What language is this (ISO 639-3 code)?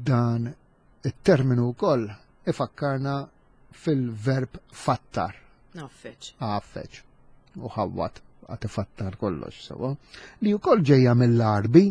mlt